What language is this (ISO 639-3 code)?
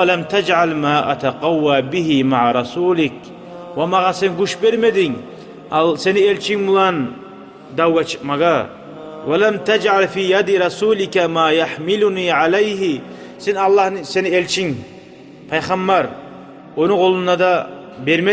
kum